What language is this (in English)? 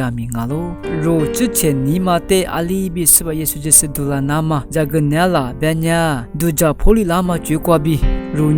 Lisu